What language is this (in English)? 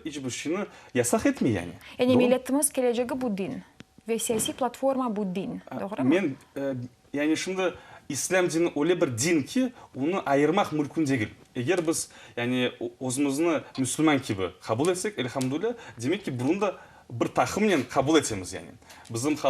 Crimean Tatar